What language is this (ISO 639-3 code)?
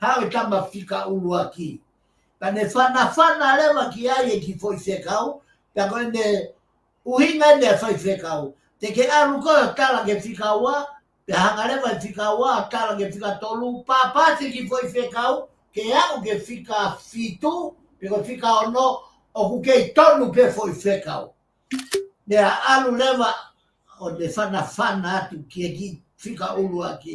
ton